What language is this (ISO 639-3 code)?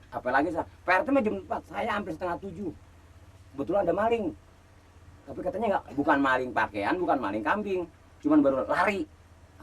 bew